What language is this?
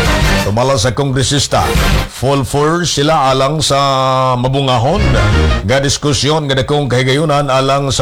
Cebuano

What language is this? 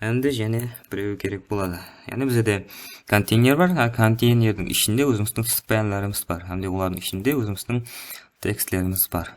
Kara-Kalpak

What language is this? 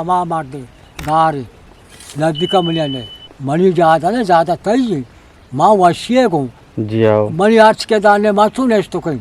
Eastern Balochi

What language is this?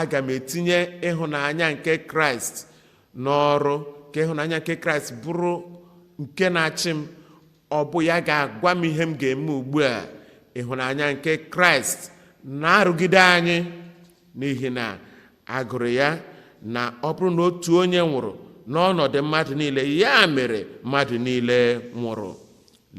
Igbo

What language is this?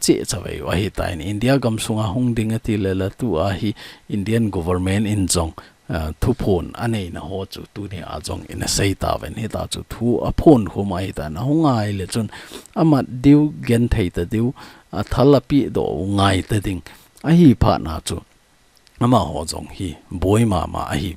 Thado Chin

